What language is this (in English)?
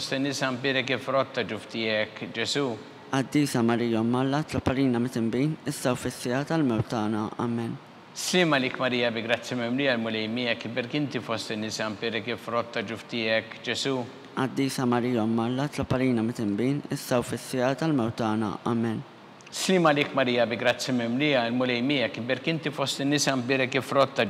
Maltese